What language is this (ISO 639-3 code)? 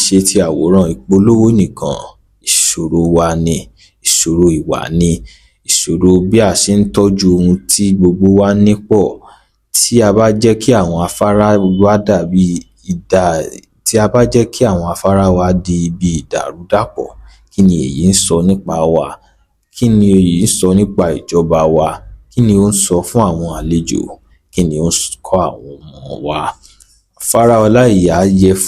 yor